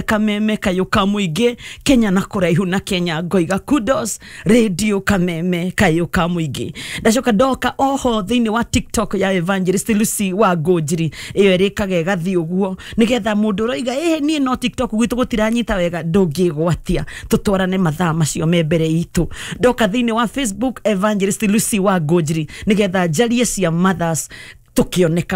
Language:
Kikuyu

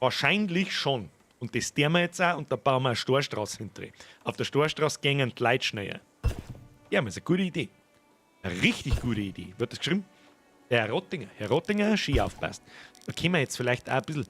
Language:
Bavarian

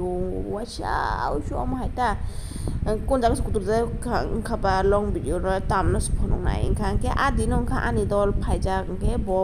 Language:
Kok Borok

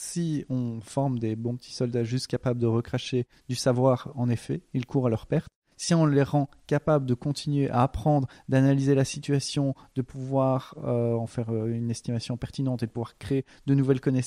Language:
French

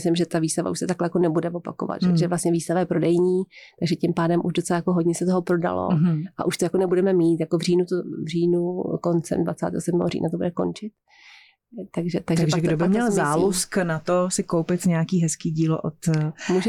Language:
Czech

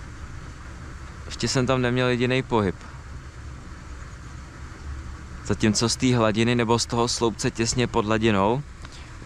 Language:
Czech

